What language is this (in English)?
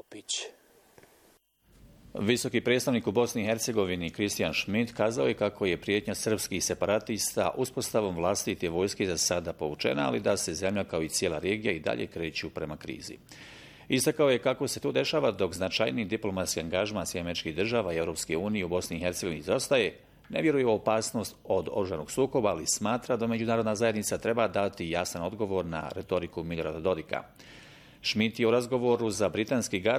Bosnian